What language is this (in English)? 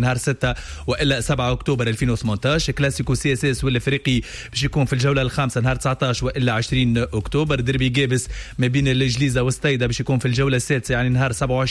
Tunisian Arabic